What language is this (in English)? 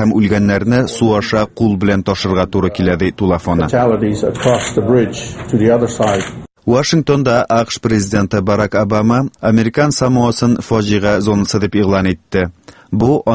Tatar